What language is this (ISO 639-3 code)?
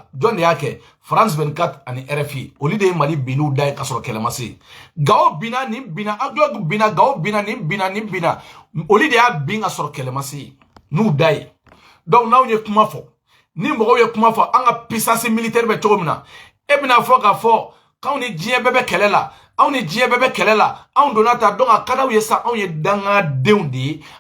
bam